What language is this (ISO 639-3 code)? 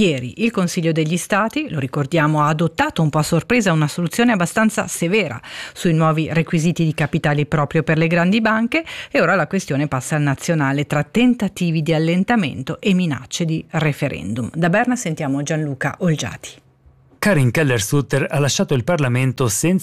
ita